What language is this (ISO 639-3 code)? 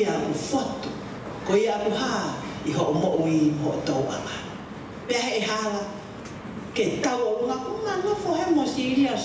ton